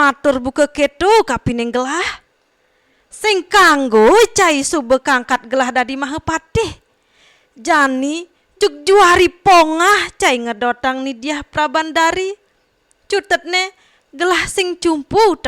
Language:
Balinese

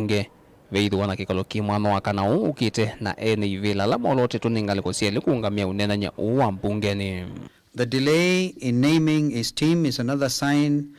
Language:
Kamba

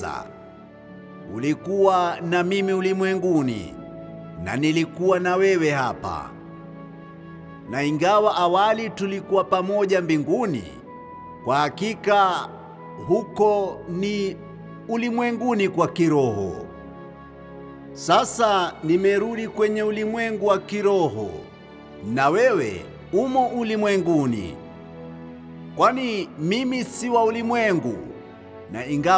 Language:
Swahili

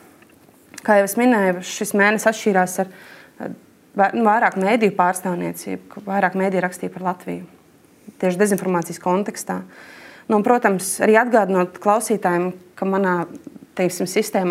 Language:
Latvian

